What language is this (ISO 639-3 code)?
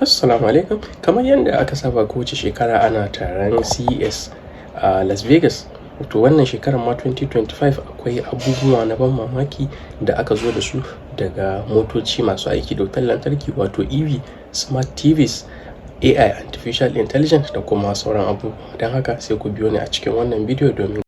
hau